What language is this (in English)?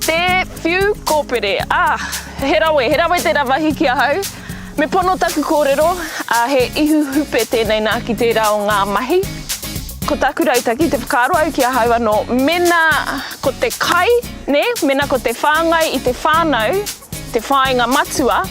Māori